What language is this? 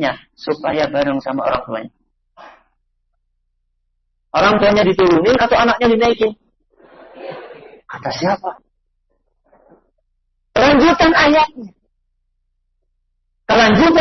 Indonesian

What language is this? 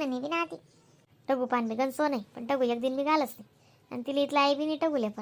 Khandesi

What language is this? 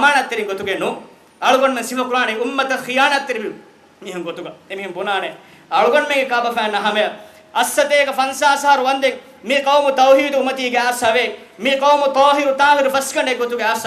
Divehi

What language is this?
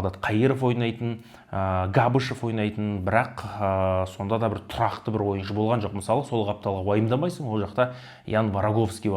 Kazakh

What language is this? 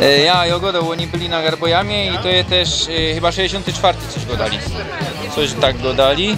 Silesian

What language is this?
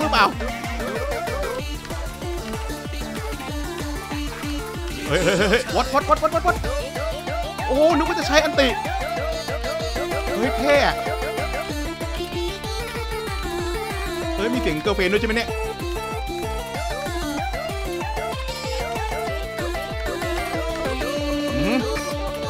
Thai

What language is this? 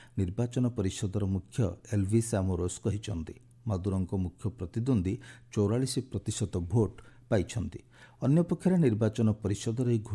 Odia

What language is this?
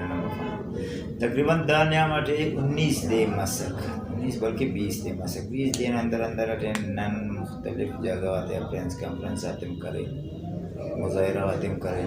Brahui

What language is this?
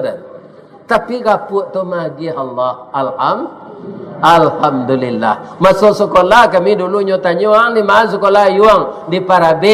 Minangkabau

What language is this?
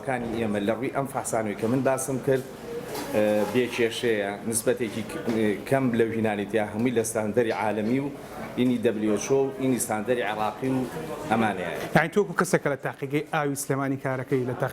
Central Kurdish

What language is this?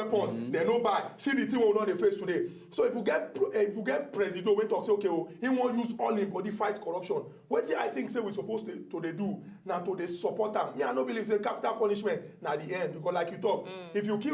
Nigerian Pidgin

